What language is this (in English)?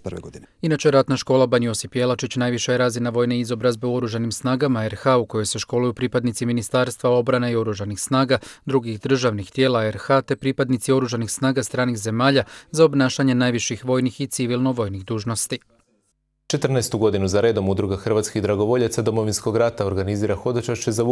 Croatian